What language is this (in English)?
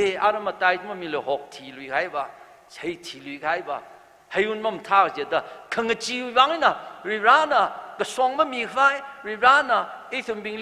Tangkhul Naga (India)